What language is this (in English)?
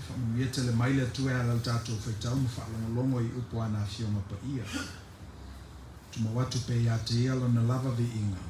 Samoan